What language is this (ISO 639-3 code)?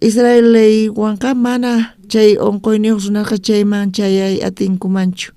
quh